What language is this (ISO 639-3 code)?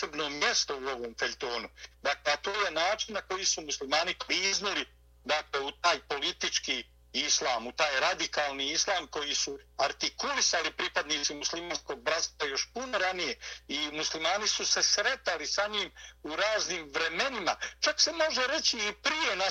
bos